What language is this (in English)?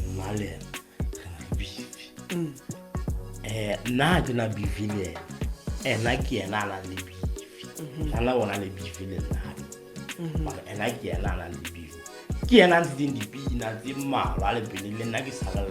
Southern Sotho